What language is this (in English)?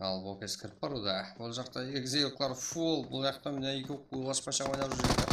Kara-Kalpak